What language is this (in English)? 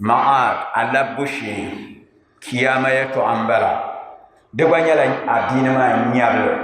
Dagbani